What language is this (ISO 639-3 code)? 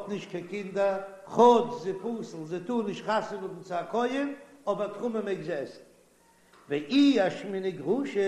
yid